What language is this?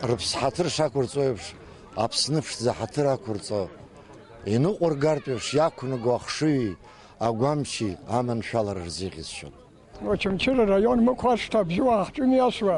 Abkhazian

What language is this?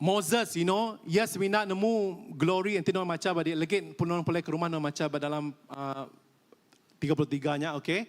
Iban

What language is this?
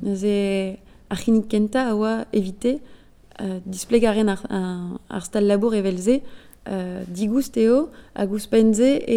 Breton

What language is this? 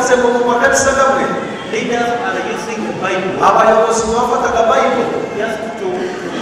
Kinyarwanda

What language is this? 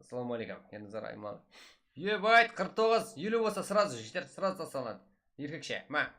Kara-Kalpak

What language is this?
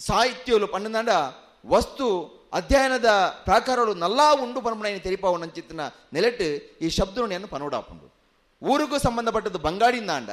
Tulu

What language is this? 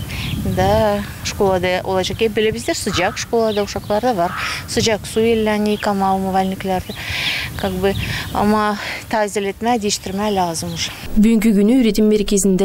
Gagauz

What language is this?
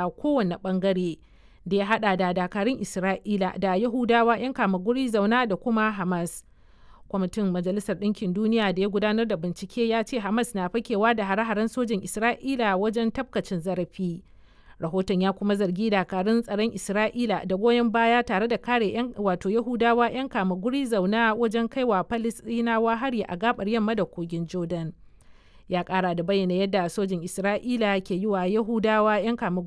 Hausa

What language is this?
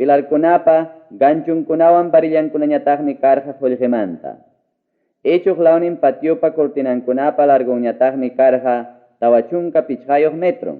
Ayacucho Quechua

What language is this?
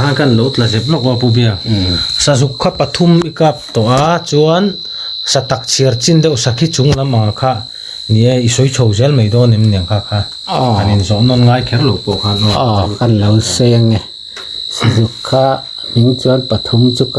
Mizo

